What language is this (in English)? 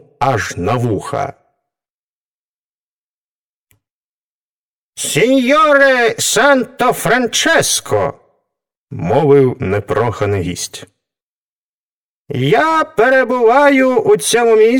Ukrainian